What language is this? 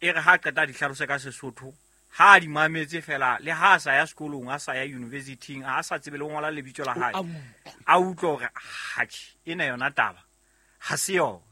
Southern Sotho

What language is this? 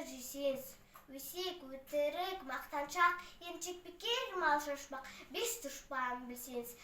Kazakh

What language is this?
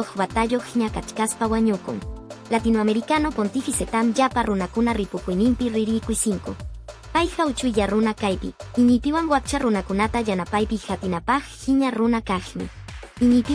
Quechua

